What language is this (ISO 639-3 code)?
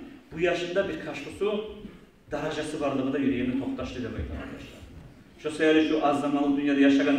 kum